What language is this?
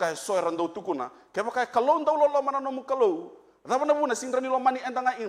Fijian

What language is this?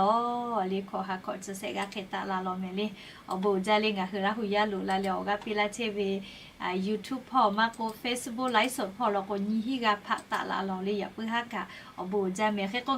Lahu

